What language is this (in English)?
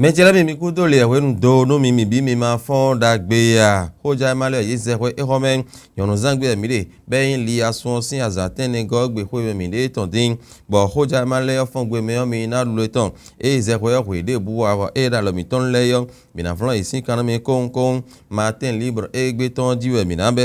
Fon